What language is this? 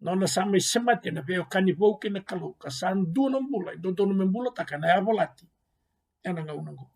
Fijian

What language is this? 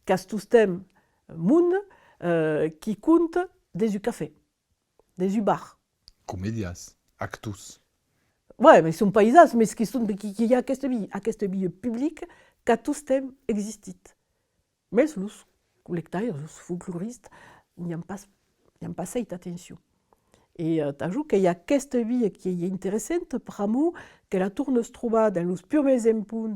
Occitan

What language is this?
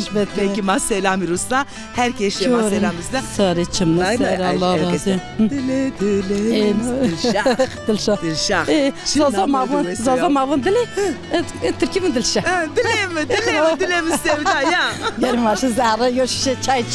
Zaza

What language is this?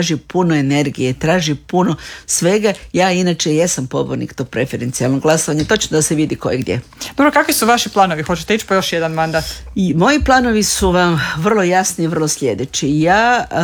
Croatian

